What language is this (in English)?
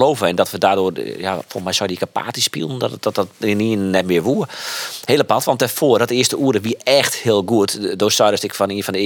Western Frisian